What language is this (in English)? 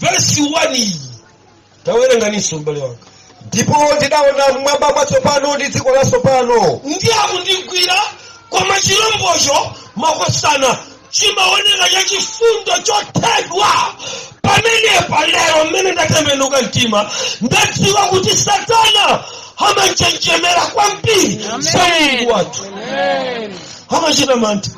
Nyanja